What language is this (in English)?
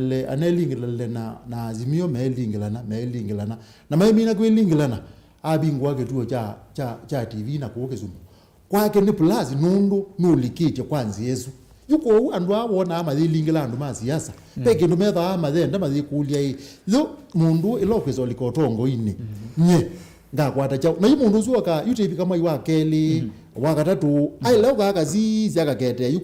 Kamba